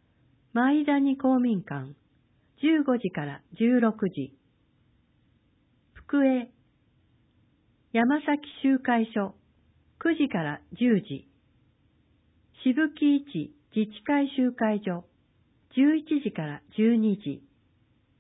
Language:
Japanese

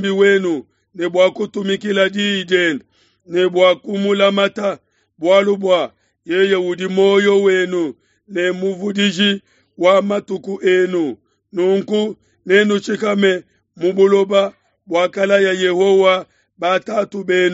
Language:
Luba-Lulua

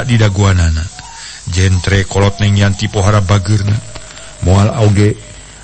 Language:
Sundanese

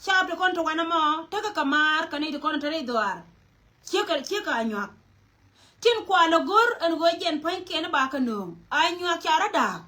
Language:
Nuer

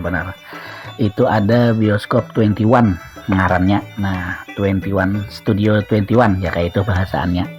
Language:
Banjar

